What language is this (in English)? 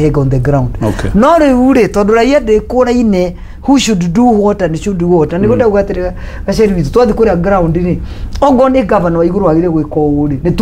Kikuyu